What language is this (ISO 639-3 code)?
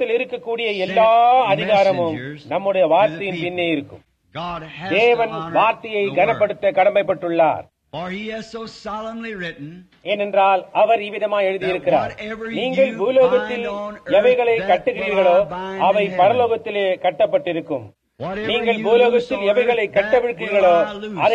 tam